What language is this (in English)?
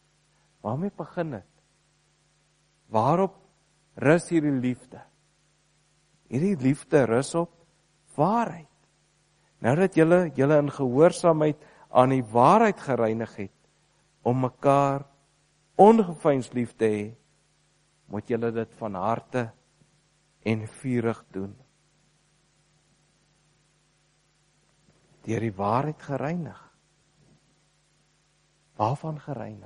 Afrikaans